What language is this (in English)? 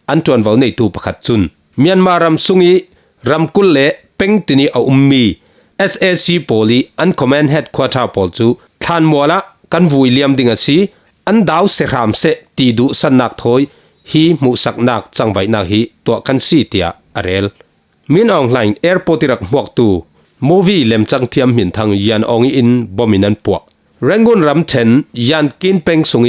Falam Chin